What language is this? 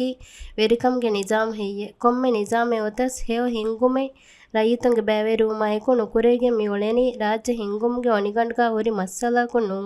Divehi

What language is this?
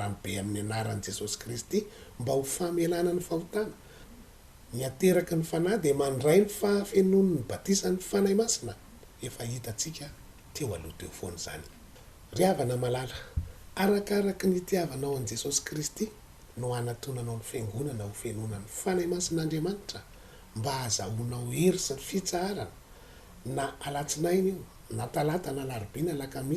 Malagasy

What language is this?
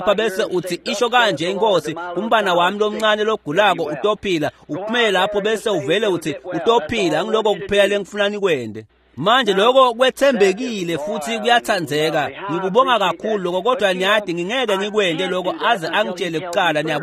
Swati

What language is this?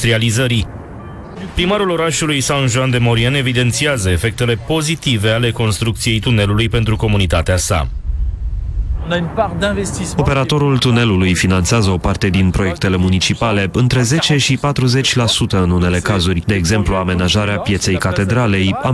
Romanian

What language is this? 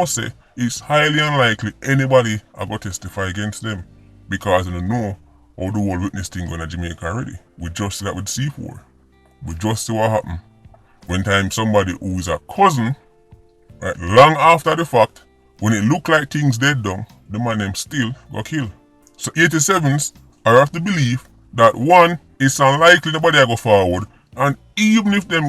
Jamaican Creole English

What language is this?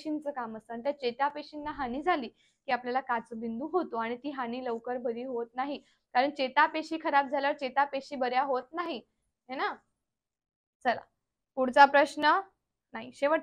Marathi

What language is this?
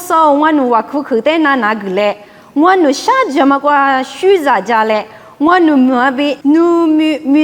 Lisu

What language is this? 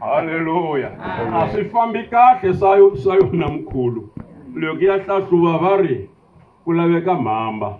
Tsonga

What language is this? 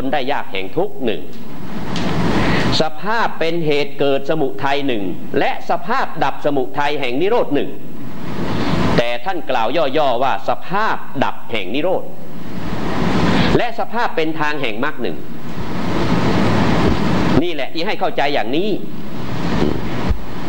Thai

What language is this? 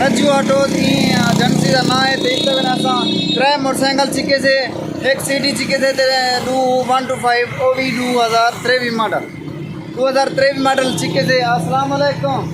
Saraiki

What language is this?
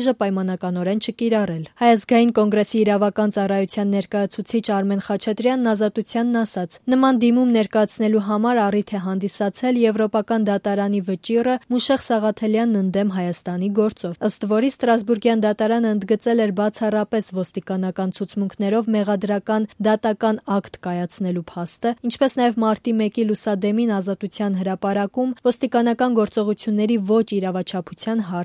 Armenian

